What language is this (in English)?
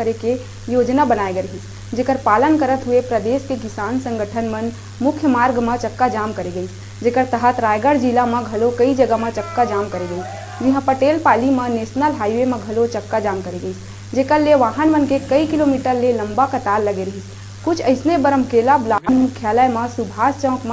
Chhattisgarhi